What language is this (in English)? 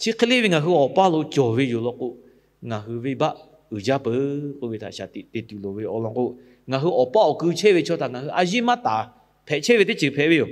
Lahu